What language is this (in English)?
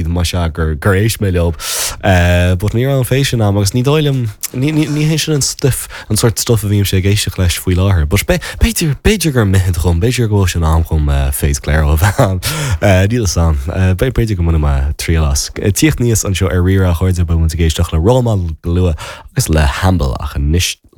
Irish